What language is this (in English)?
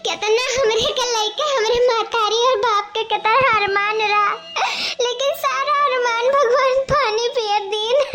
Awadhi